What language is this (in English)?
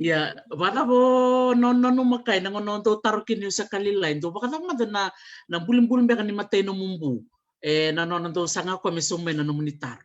Fijian